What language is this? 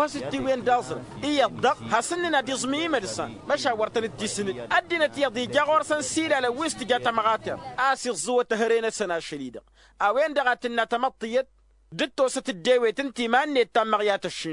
Tamasheq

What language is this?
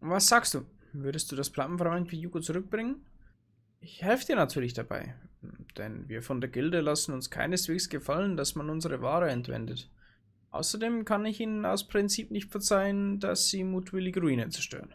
Bavarian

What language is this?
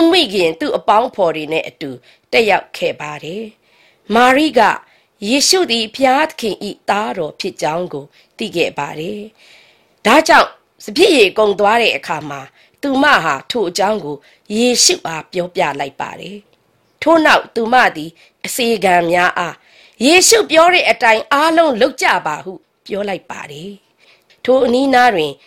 Burmese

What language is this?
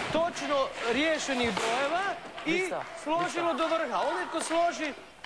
Croatian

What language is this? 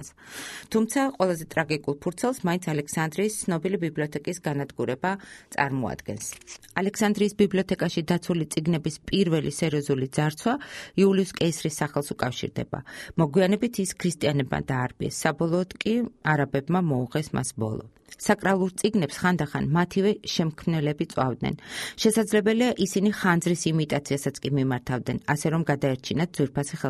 Georgian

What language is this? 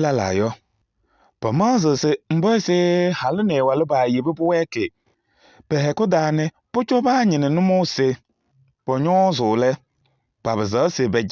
Kabiyè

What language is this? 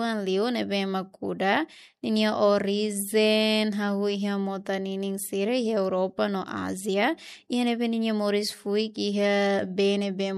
Tetum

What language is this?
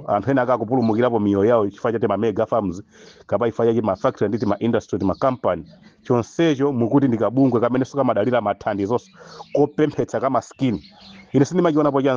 Nyanja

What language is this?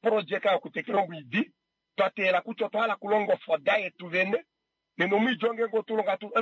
Kuanyama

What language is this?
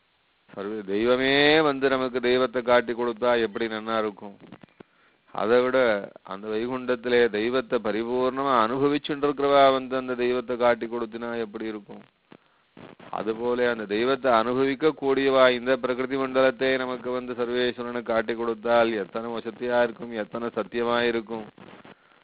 Tamil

